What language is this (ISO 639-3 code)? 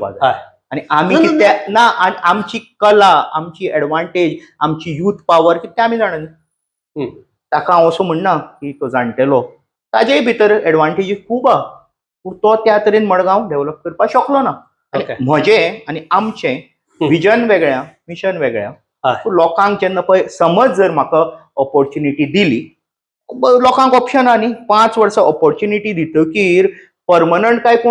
kok